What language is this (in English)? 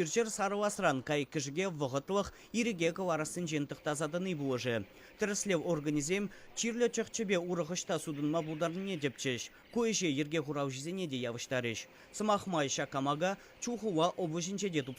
Chuvash